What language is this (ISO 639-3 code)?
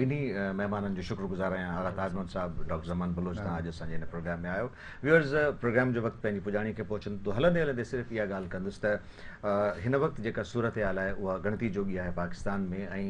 snd